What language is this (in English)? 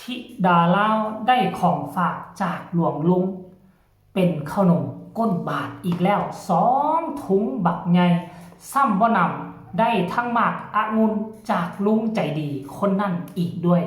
Lao